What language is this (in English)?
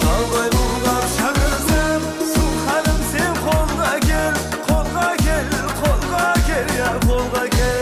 Kara-Kalpak